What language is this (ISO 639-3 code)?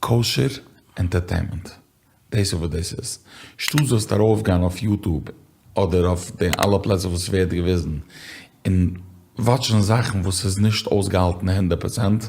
yid